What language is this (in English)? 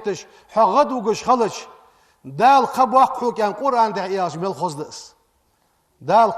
Ingush